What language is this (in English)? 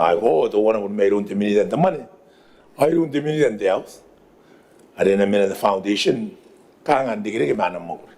Gilbertese